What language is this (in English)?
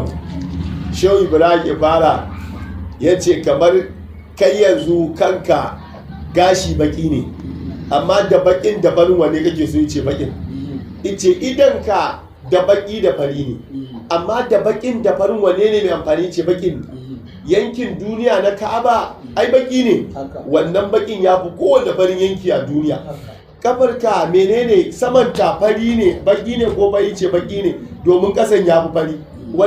Hausa